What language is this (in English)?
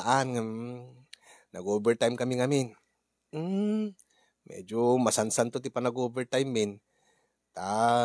Iloko